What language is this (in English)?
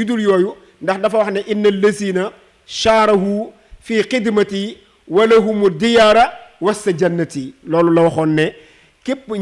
Wolof